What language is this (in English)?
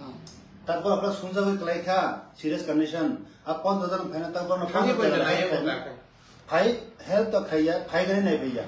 Kok Borok